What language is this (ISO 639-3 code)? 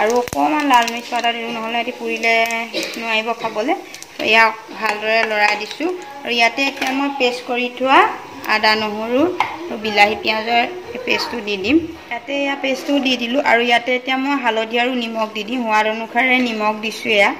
asm